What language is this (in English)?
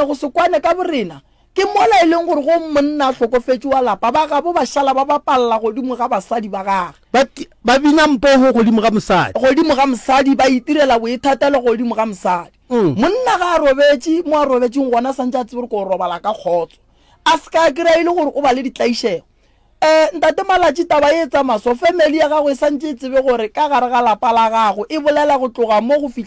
Northern Sotho